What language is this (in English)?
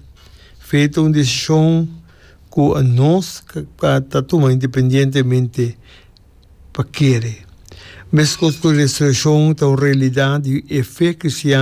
Papiamento